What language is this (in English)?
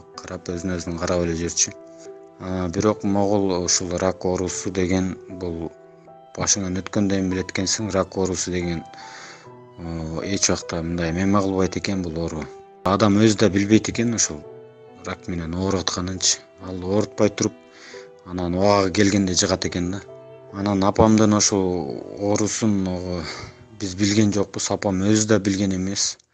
Kyrgyz